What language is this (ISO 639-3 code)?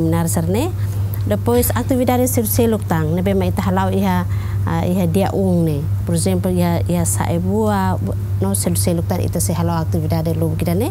tet